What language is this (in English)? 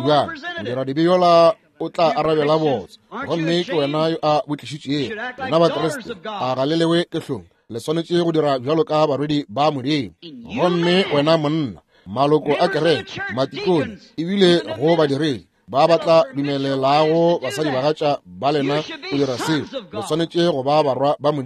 Northern Sotho